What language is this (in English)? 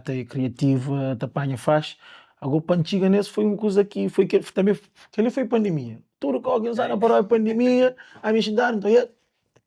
Kabuverdianu